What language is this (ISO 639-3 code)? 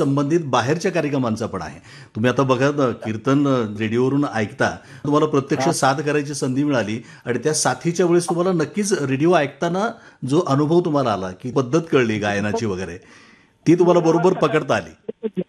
mar